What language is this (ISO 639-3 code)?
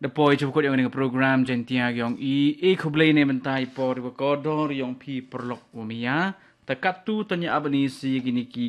kha